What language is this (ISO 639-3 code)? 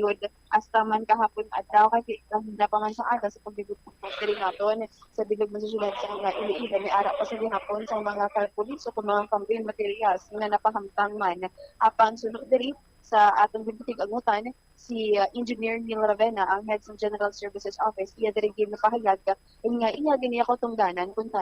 hil